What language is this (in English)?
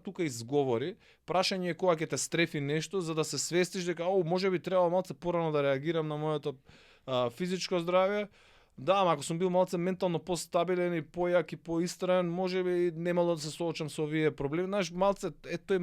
Macedonian